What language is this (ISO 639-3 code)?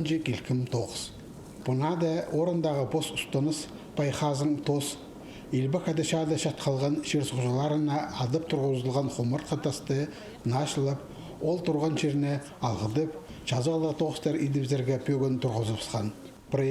kjh